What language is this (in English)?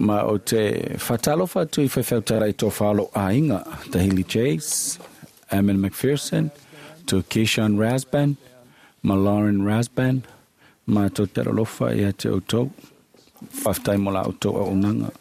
Samoan